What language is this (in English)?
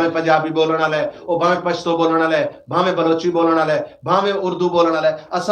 Saraiki